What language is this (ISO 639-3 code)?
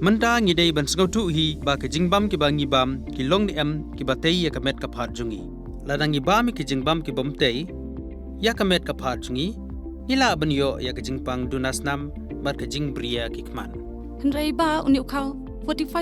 kha